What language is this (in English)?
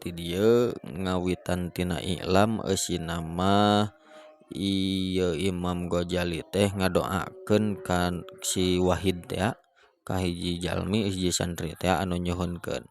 Sundanese